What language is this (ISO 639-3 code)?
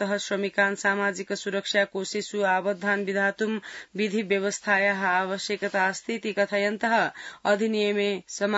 san